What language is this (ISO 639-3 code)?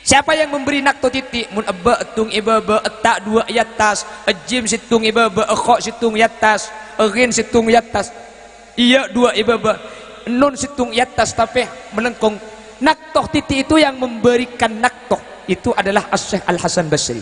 mad